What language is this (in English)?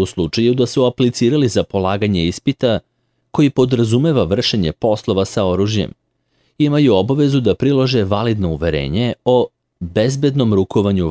Serbian